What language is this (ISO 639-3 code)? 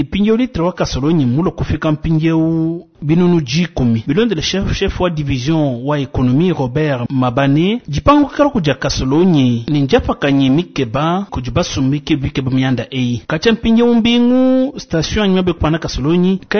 lua